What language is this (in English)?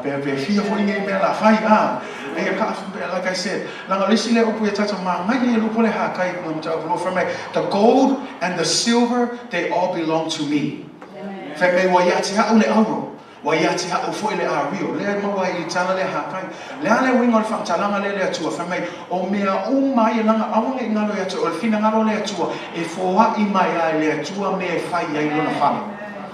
Samoan